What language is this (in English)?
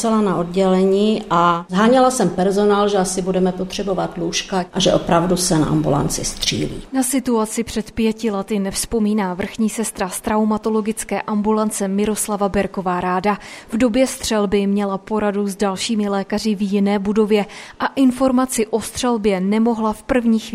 Czech